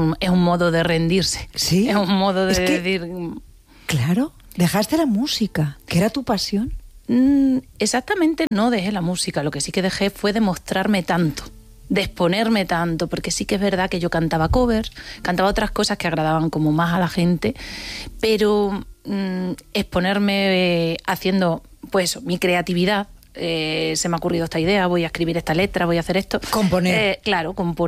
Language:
Spanish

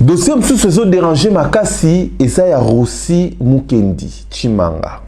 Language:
Lingala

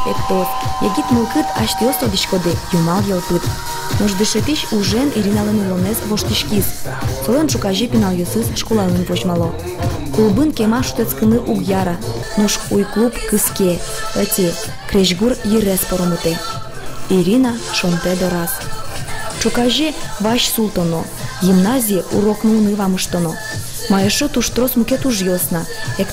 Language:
Udmurt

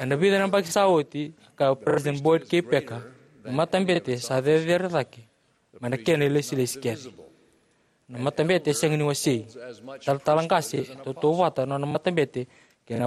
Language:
Fijian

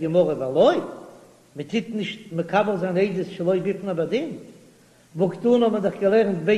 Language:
Yiddish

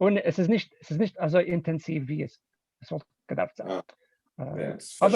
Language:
Yiddish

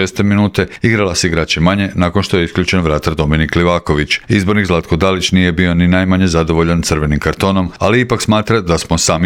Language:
Croatian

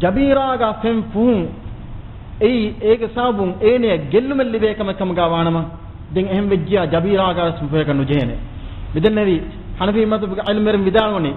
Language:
Divehi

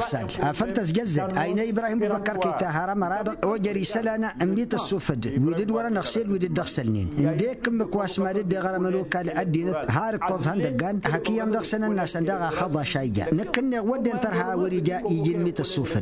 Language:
Tamasheq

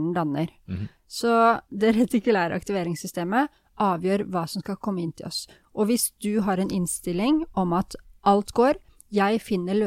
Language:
Norwegian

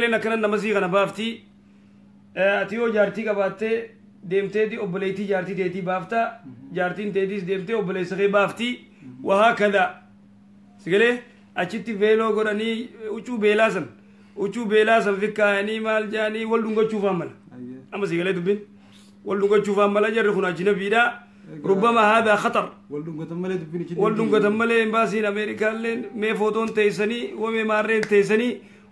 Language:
Oromo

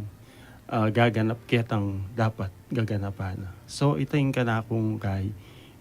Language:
Pampanga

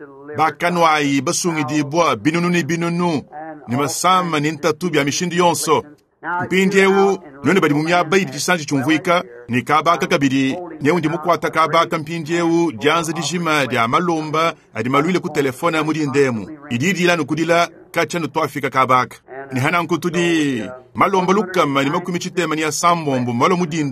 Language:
Luba-Lulua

